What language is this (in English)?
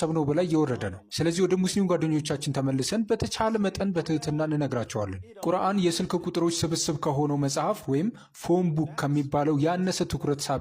Amharic